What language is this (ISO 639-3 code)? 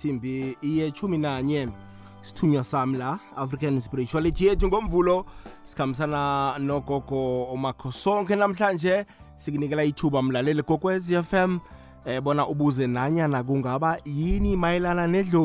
nbl